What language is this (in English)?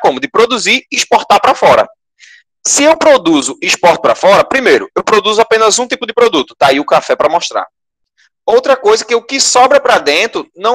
Portuguese